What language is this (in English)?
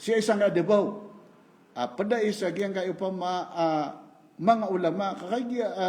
Maranao